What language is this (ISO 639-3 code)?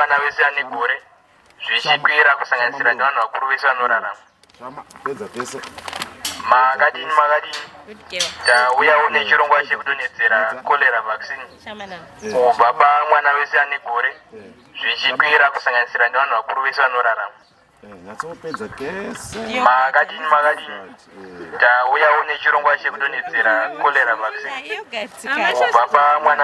sna